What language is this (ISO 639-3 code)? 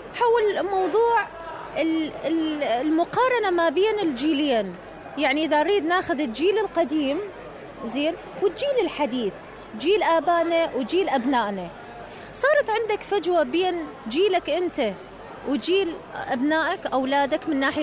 acm